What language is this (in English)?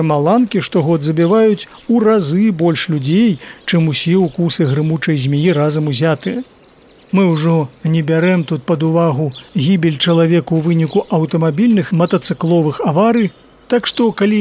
Belarusian